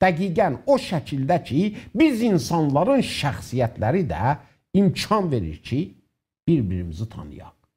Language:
South Azerbaijani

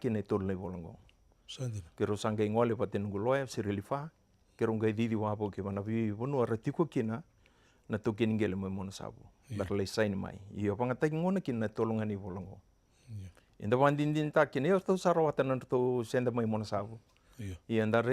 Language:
Fijian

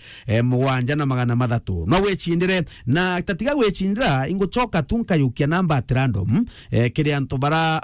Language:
Meru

